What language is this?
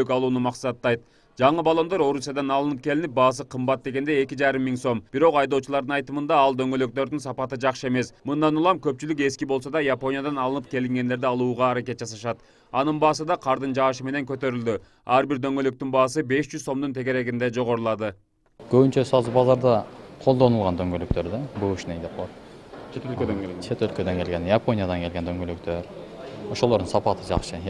Kyrgyz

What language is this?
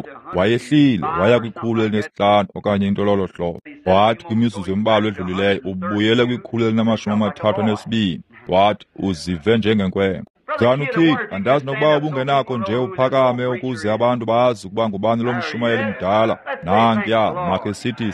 Xhosa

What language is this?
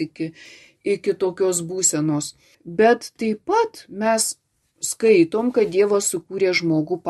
Lithuanian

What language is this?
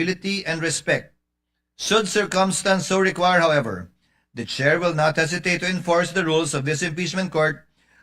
Waray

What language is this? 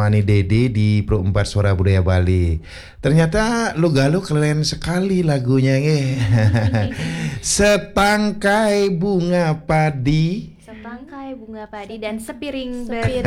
Balinese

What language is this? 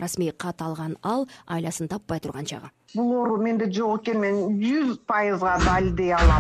Kyrgyz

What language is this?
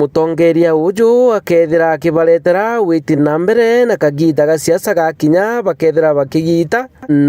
Meru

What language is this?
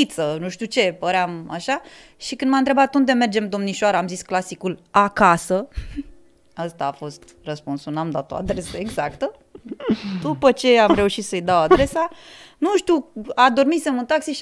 Romanian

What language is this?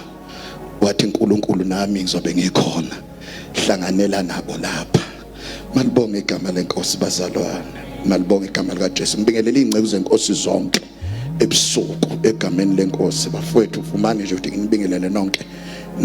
Zulu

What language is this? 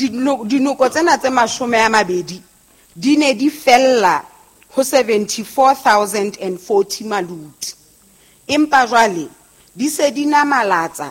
Southern Sotho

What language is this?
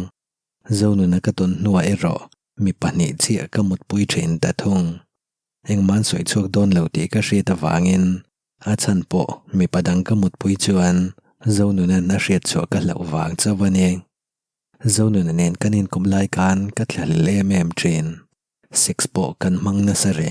Mizo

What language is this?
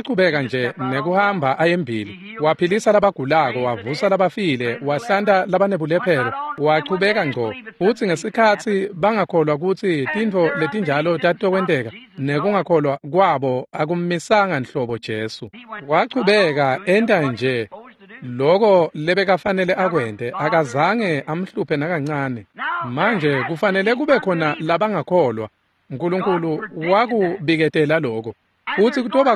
Swati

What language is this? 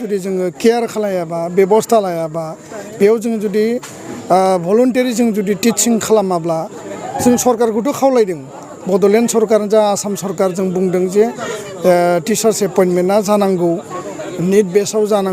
Bodo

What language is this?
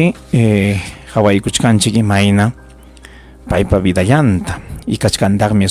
Ayacucho Quechua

